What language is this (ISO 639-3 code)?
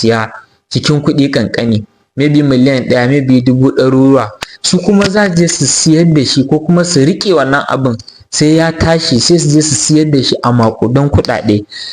hau